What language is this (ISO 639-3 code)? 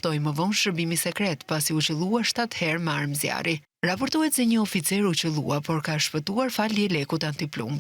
sqi